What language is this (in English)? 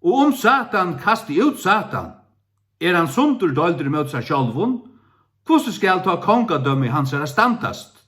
Faroese